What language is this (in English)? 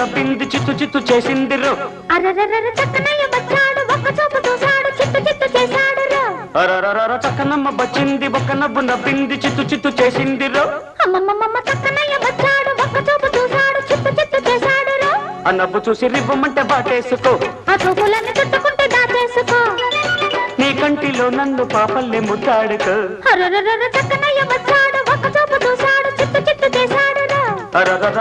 Telugu